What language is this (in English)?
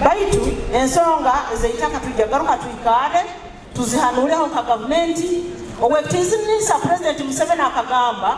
Nyoro